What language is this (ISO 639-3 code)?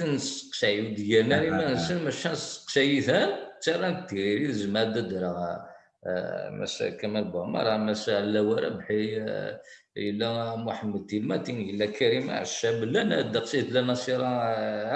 kab